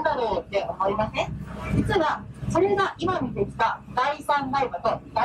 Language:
Japanese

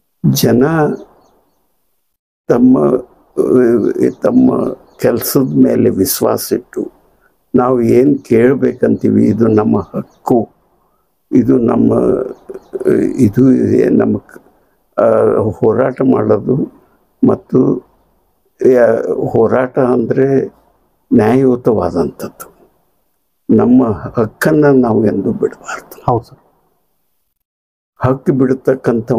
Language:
Kannada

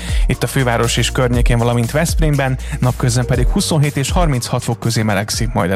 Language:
Hungarian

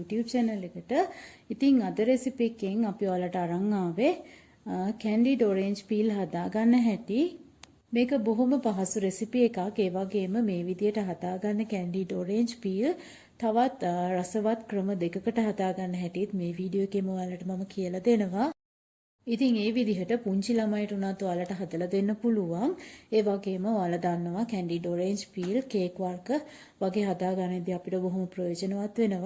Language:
Sinhala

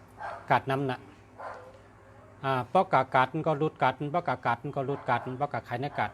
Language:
Shan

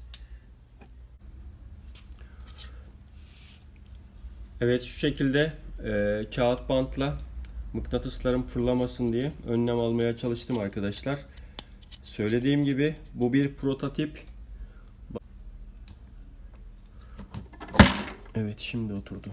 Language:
Turkish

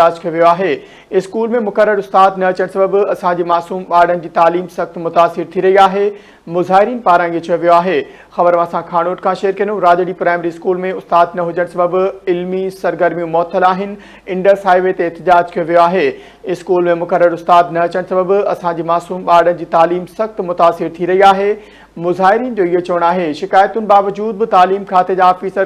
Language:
Sindhi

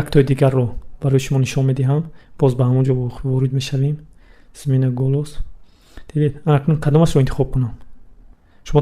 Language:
Tajik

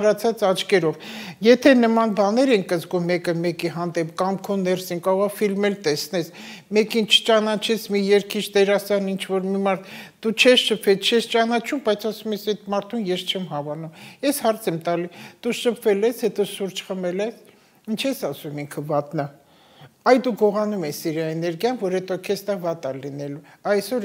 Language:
Armenian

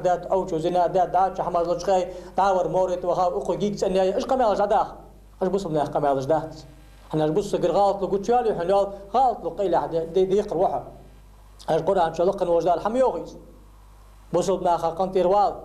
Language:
Ingush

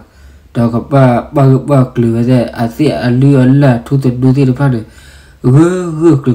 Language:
S'gaw Karen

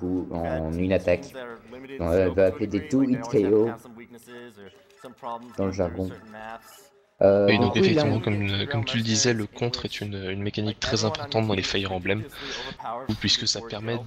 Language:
French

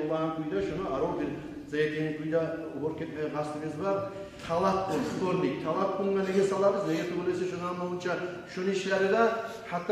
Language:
Kumyk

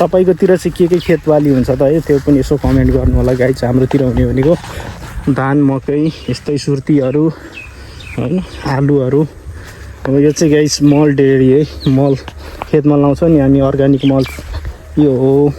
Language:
Nepali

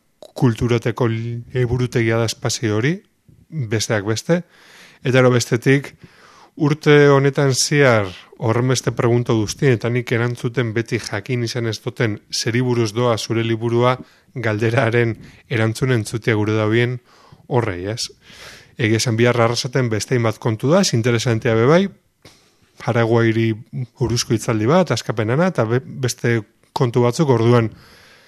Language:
Basque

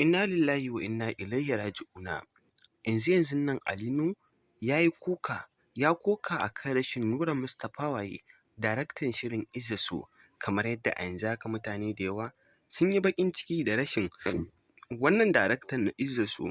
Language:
Hausa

